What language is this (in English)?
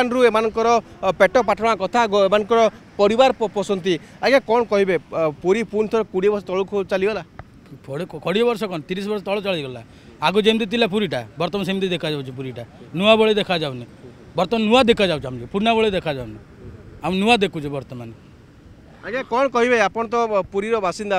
Odia